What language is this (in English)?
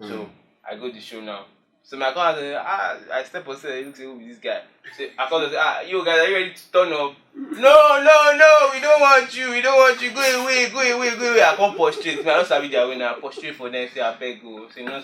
Nigerian Pidgin